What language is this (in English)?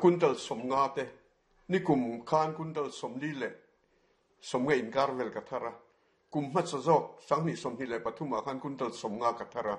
Mizo